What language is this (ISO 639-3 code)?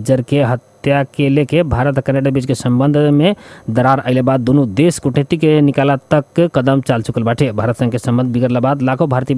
bho